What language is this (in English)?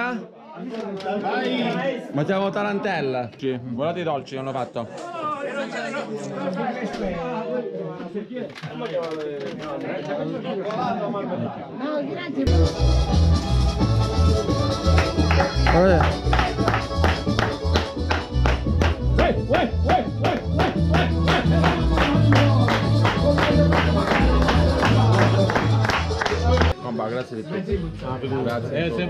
Italian